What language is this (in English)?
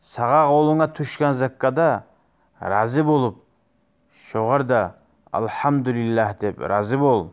Kumyk